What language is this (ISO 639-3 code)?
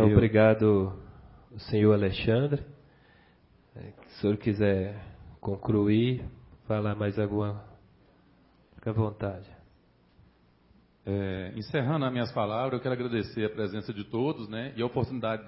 por